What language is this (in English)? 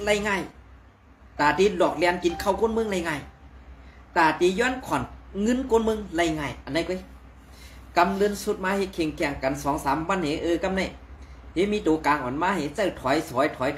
Shan